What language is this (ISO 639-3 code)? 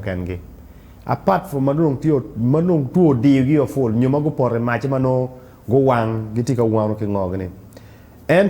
ach